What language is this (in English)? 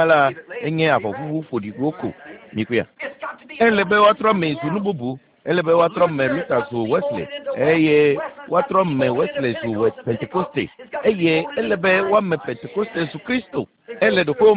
Ewe